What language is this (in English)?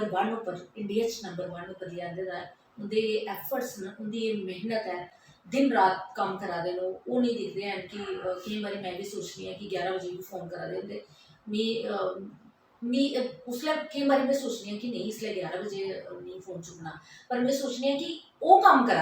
Dogri